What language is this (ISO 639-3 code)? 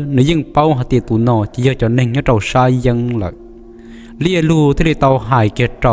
hmn